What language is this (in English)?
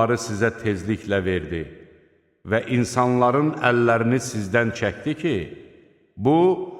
Azerbaijani